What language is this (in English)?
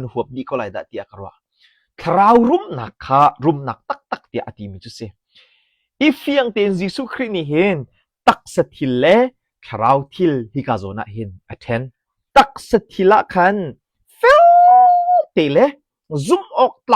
Hakha Chin